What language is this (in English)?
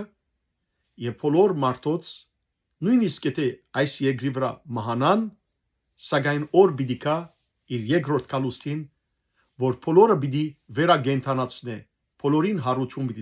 Western Armenian